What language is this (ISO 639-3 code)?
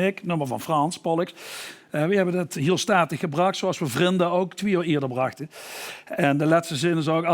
lim